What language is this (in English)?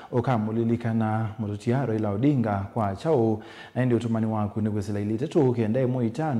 Kamba